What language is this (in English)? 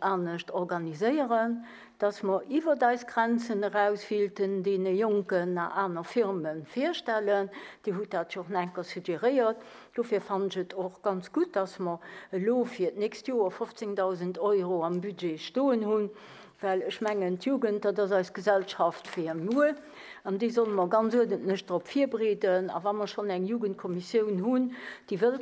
Luxembourgish